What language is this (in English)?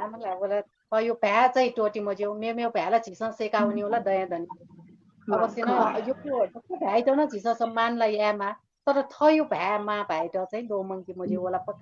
Newari